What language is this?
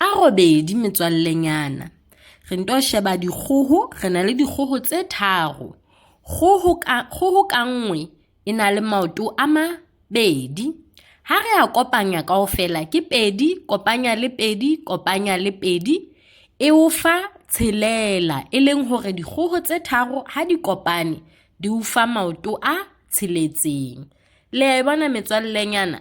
Southern Sotho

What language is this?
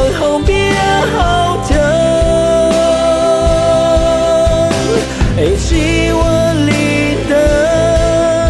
Hmong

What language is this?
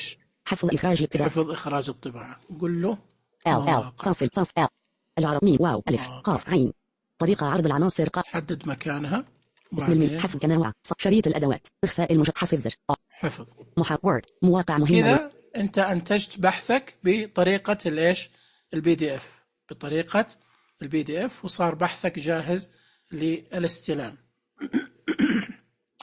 Najdi Arabic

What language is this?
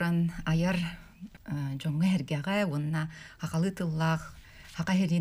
Yakut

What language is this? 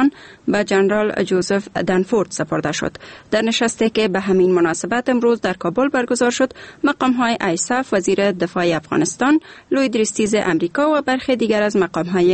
Persian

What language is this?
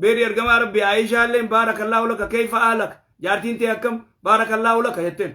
Oromo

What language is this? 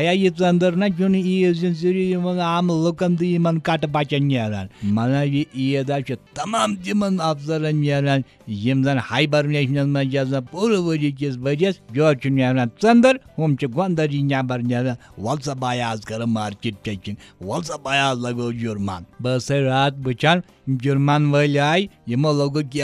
Kashmiri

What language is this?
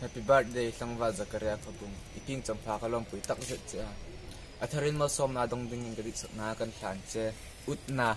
Hmar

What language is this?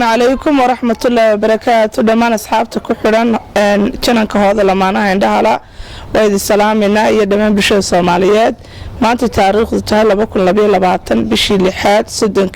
Somali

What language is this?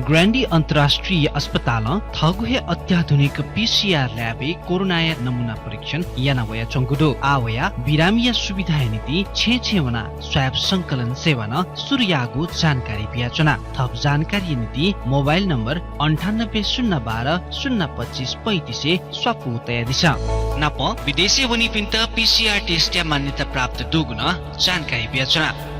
Newari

